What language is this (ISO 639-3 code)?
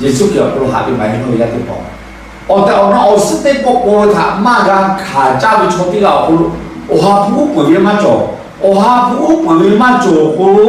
lhu